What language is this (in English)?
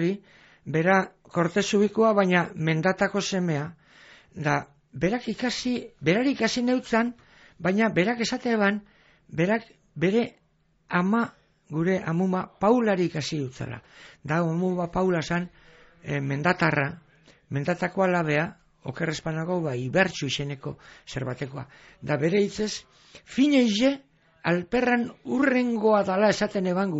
Basque